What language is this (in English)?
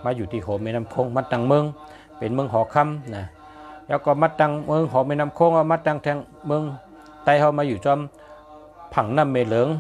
Shan